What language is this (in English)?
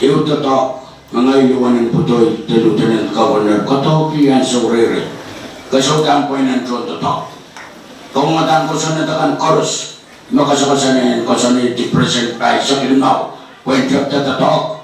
Pohnpeian